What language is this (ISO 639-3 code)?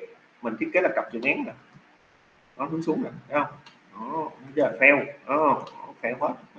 vie